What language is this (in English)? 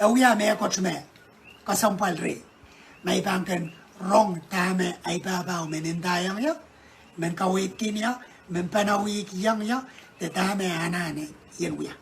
Pohnpeian